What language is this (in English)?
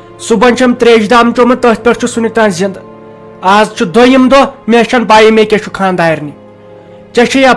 Kashmiri